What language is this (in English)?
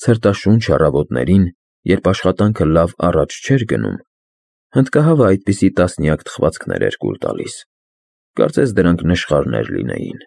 Armenian